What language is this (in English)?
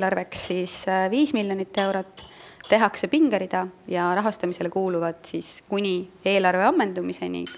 Estonian